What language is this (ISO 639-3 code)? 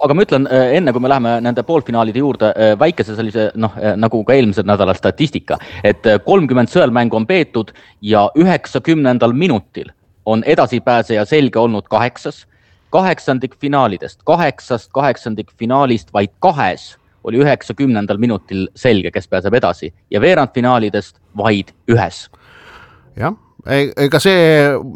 est